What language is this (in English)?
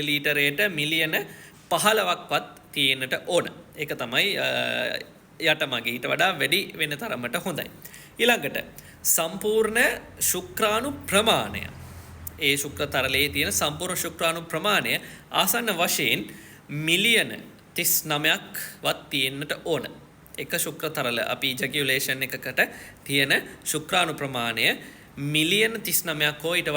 Sinhala